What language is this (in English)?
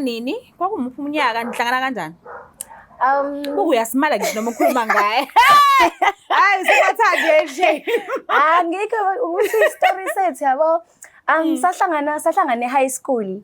Zulu